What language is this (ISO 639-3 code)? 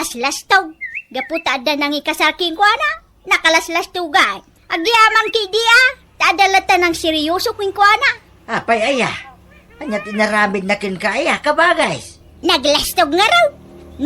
ilo